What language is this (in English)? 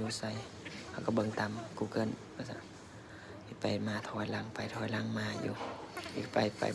Lao